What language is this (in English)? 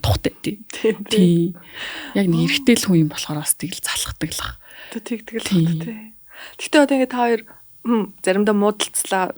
Mongolian